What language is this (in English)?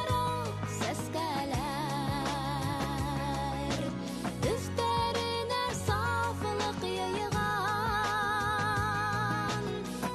Bashkir